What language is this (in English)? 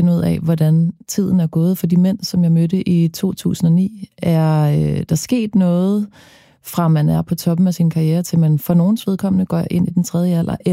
Danish